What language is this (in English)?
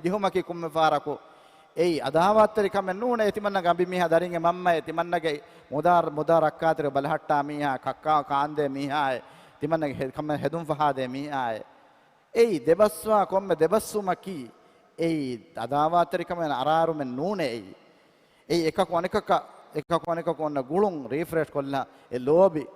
Divehi